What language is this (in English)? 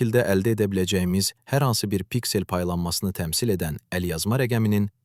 Azerbaijani